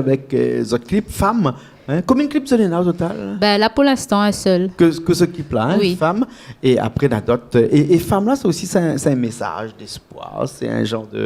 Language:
Réunion Creole French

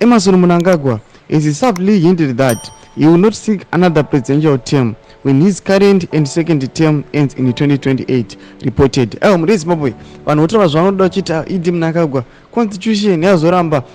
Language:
Shona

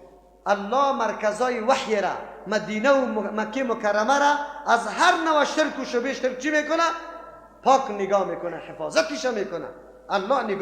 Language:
Persian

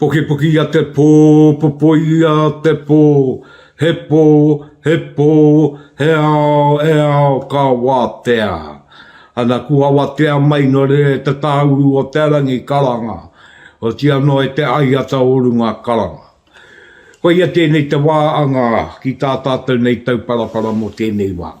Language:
Māori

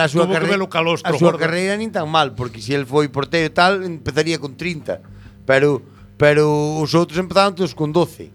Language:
Galician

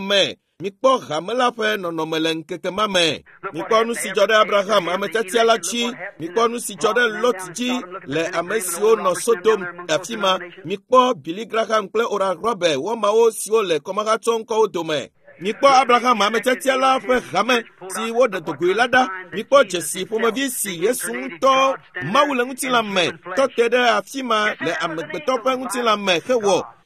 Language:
Ewe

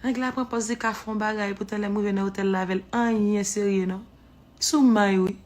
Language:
Haitian Creole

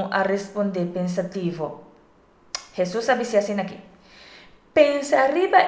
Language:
Papiamento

